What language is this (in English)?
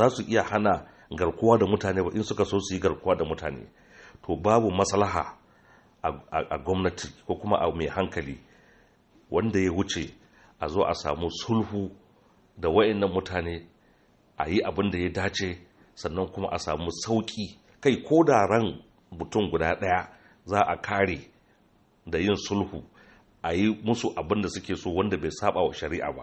Hausa